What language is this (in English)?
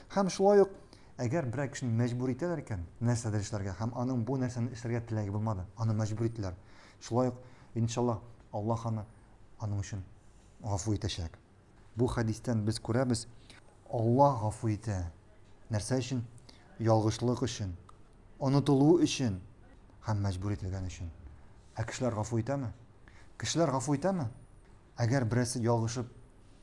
Tatar